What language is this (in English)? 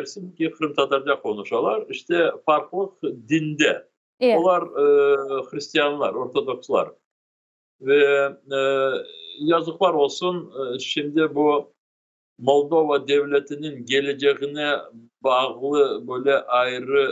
Crimean Tatar